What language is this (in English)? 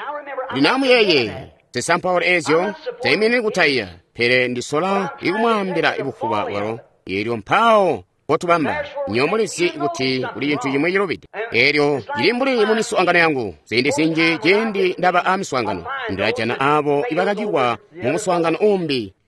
Tonga (Zambia)